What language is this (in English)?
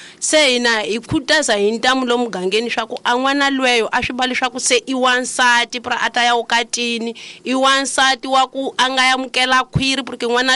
Tsonga